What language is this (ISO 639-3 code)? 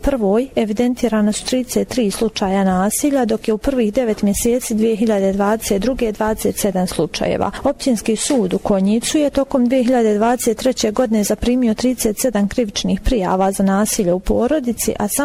bos